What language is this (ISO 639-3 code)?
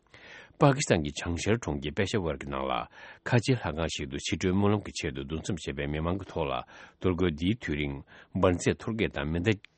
bod